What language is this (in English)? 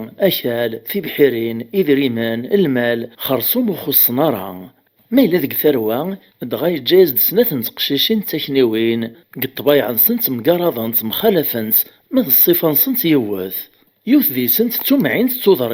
Kabyle